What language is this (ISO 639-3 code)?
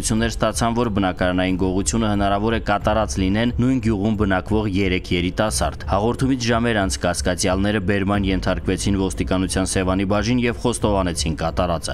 hye